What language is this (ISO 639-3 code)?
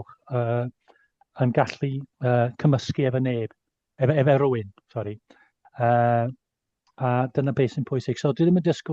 cym